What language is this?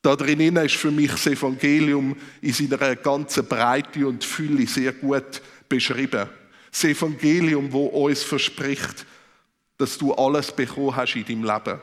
Swiss German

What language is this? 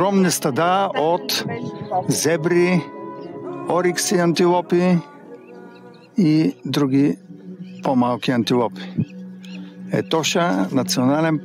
Bulgarian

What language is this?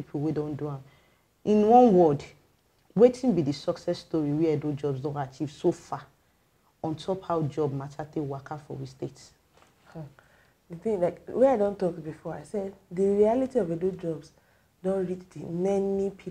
Nigerian Pidgin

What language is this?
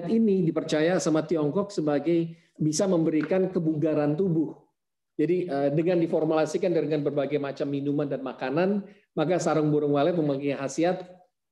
Indonesian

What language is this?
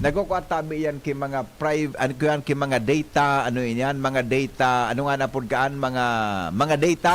Bikol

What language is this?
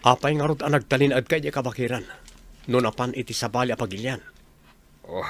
Iloko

